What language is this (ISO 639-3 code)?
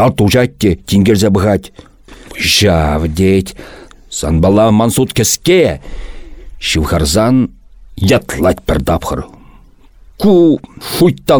chv